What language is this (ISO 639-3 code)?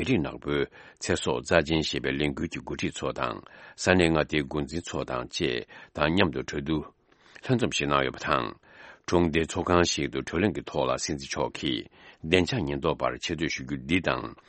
bod